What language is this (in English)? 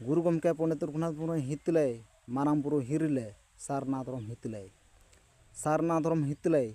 Santali